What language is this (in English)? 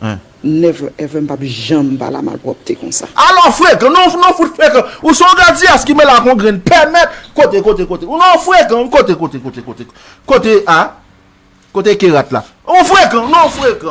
Haitian Creole